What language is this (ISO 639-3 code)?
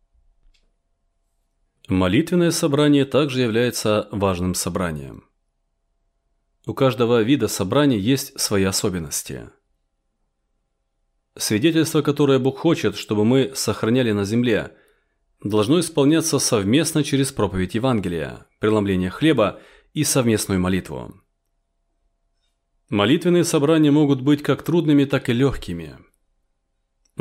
rus